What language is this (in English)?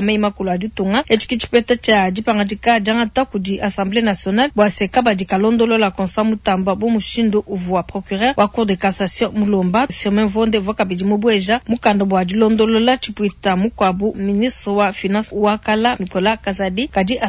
Luba-Lulua